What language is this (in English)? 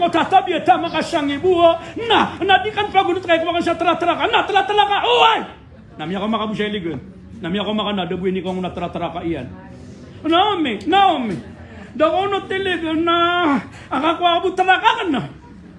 Maranao